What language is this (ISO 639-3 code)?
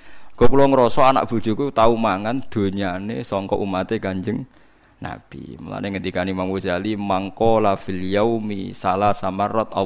jav